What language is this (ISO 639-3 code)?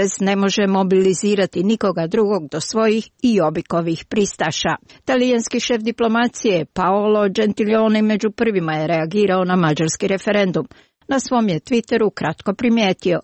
hrv